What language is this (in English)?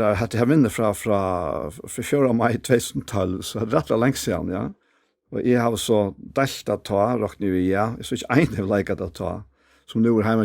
Faroese